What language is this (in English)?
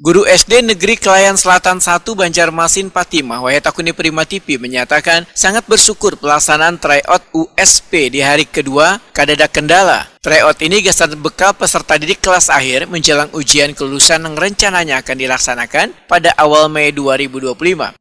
Banjar